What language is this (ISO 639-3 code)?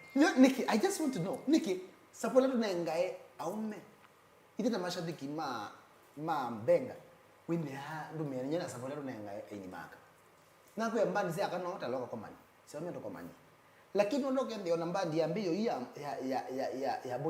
kam